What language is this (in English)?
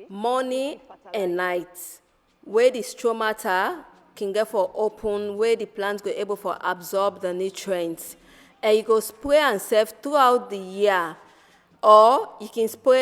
Nigerian Pidgin